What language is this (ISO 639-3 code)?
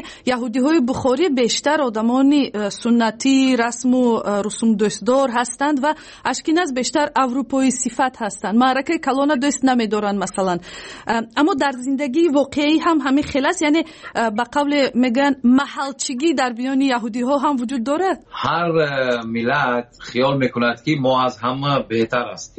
tgk